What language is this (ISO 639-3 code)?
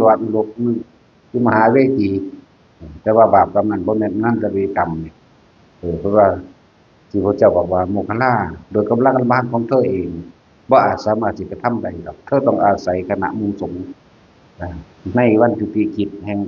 tts